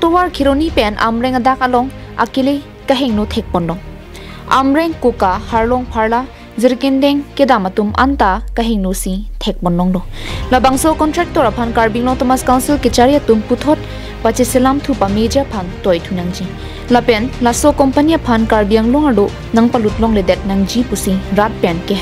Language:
Karbi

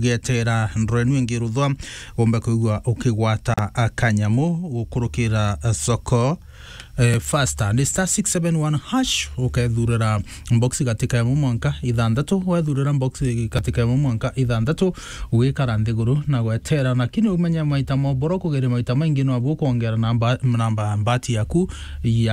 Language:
Meru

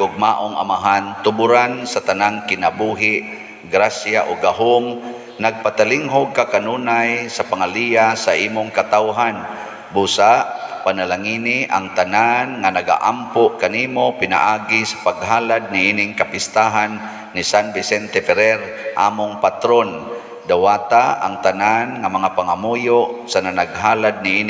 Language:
Cebuano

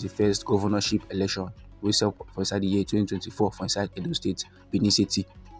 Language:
Nigerian Pidgin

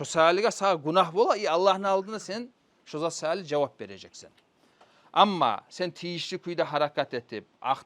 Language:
Kumyk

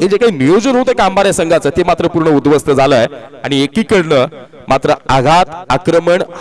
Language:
Marathi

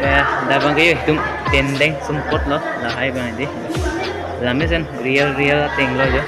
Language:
Karbi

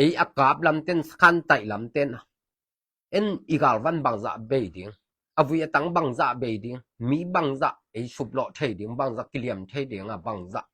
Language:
Tedim Chin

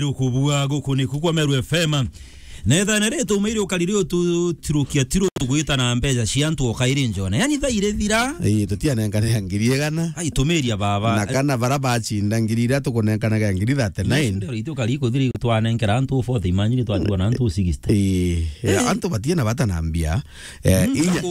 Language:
Meru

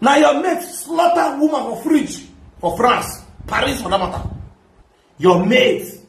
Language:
Nigerian Pidgin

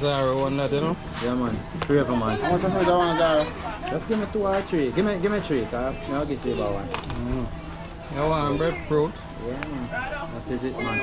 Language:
Jamaican Creole English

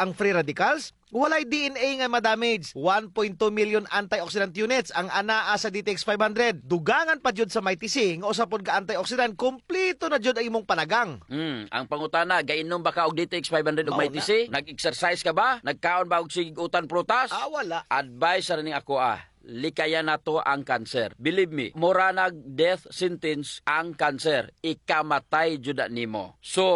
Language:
Cebuano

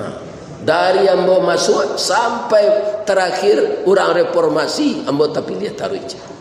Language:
Minangkabau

